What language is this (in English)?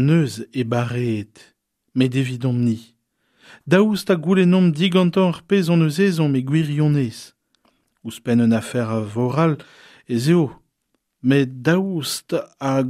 Breton